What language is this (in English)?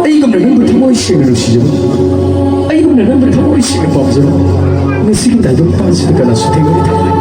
Manipuri